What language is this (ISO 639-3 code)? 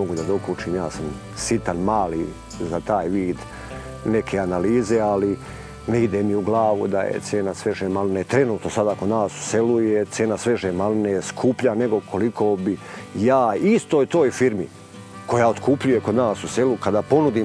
srp